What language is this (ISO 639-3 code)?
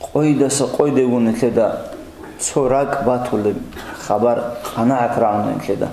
ava